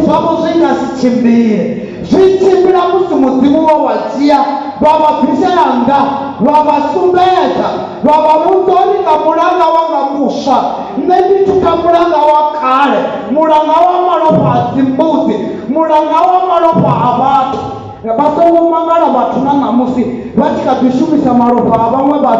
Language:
Venda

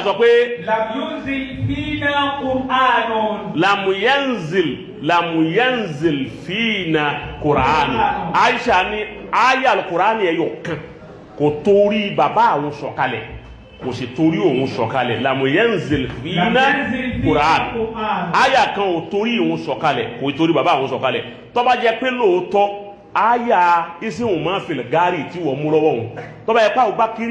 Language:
Yoruba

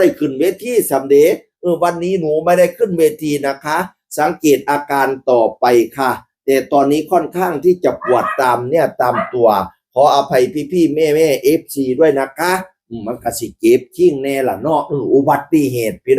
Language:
Northeastern Thai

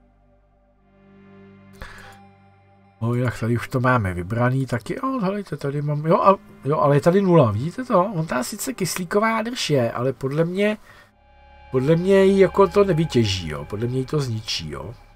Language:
Czech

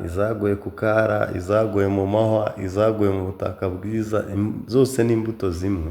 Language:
Kinyarwanda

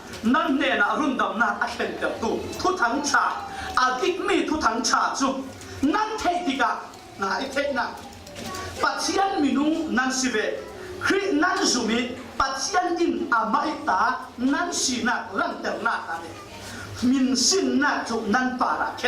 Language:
Falam Chin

